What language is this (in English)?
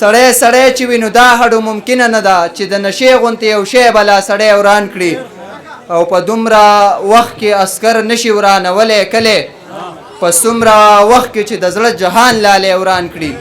Pashto